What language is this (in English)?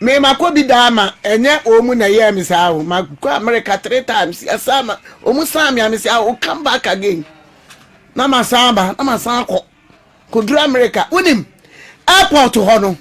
Akan